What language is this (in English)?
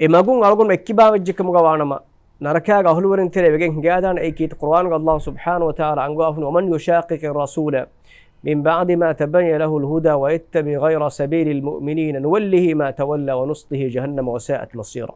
Divehi